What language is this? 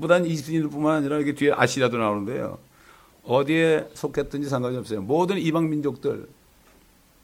Korean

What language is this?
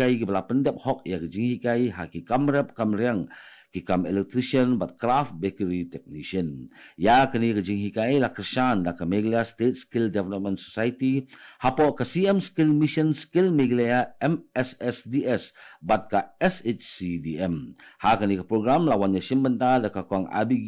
Khasi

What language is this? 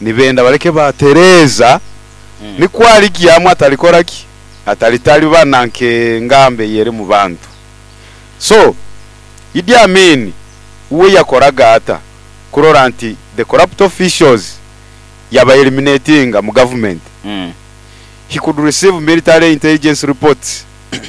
Nyoro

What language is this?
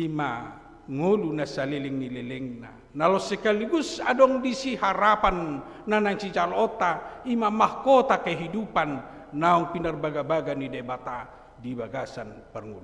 Batak Toba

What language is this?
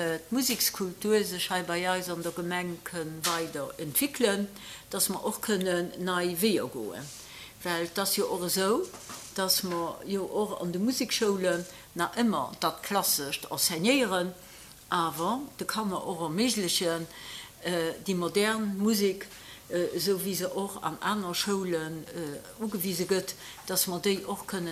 Luxembourgish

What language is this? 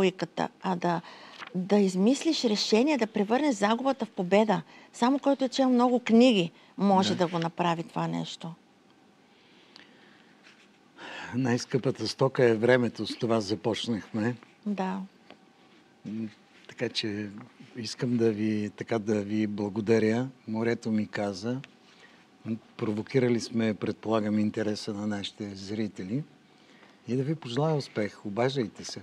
Bulgarian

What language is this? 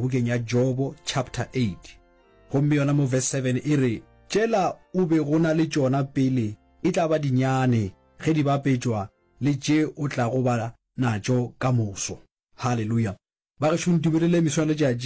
Northern Sotho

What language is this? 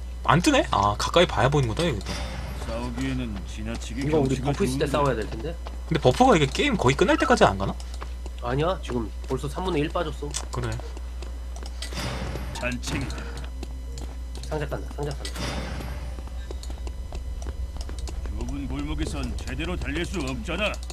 Korean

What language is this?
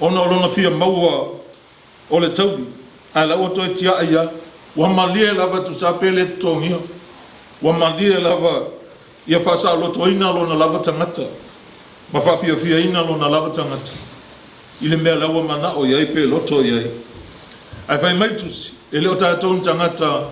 Samoan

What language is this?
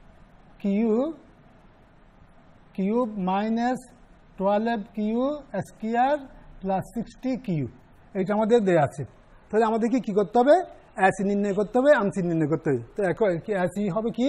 Bangla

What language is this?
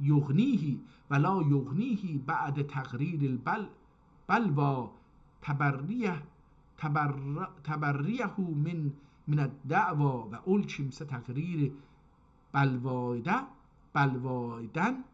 South Azerbaijani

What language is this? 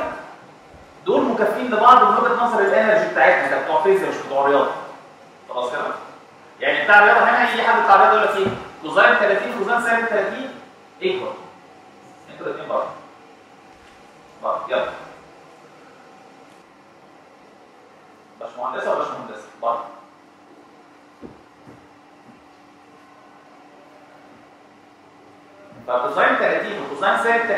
Egyptian Arabic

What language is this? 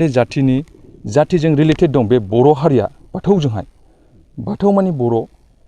Bodo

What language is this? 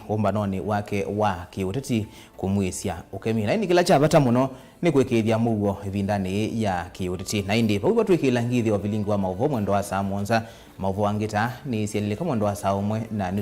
Kamba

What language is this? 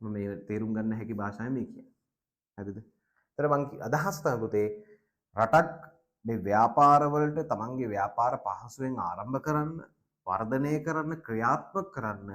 Sinhala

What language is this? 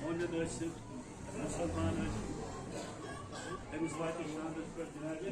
Kashmiri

